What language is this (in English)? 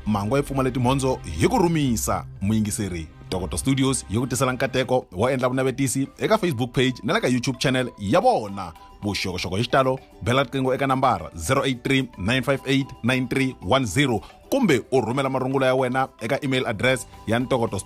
Tsonga